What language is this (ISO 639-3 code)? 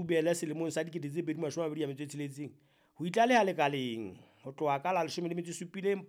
sot